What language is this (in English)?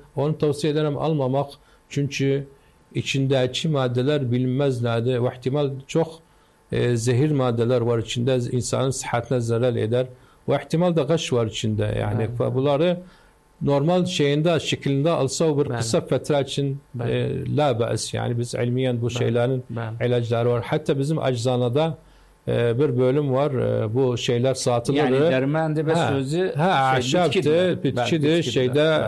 Turkish